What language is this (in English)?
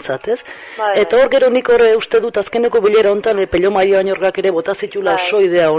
Basque